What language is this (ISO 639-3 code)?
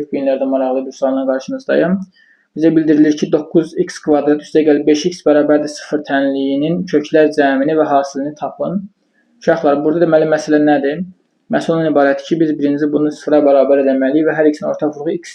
aze